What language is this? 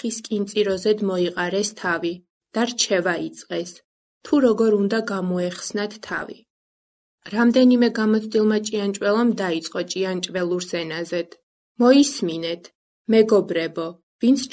Georgian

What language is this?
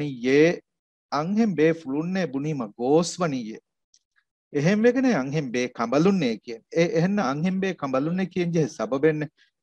Divehi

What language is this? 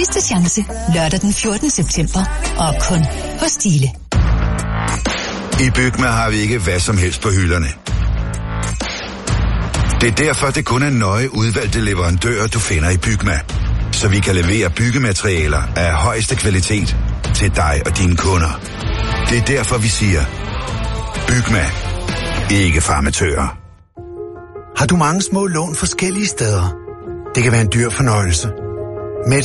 Danish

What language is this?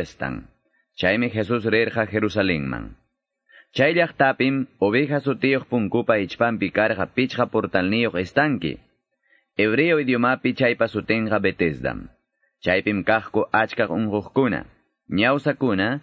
Quechua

